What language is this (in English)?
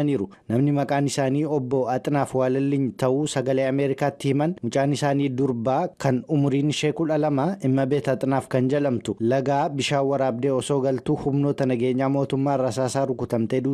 Oromo